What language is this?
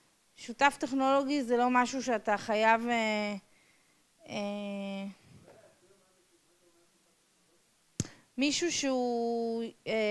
Hebrew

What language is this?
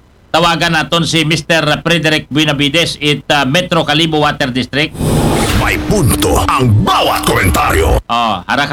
Aklanon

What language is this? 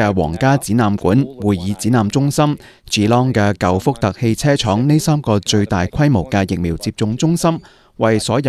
Cantonese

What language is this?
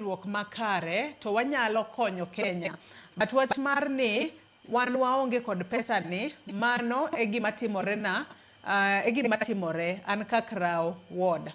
Luo (Kenya and Tanzania)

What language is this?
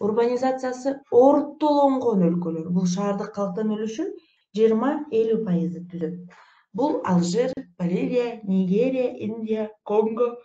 Kyrgyz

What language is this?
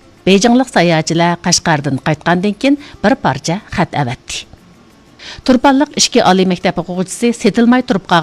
Uyghur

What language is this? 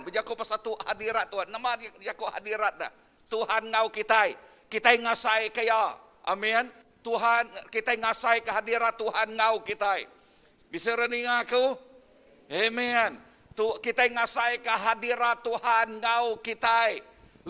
Iban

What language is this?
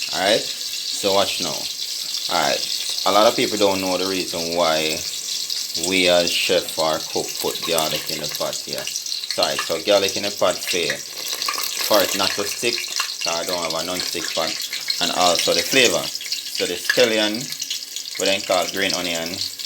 Jamaican Creole English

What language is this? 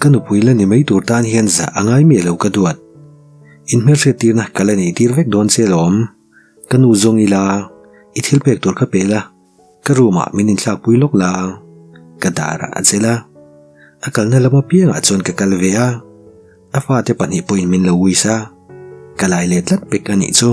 Mizo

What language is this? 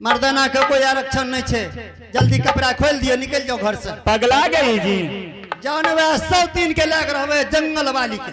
Angika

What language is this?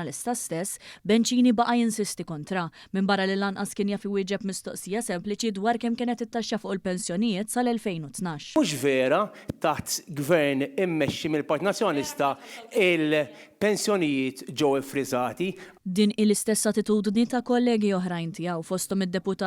Maltese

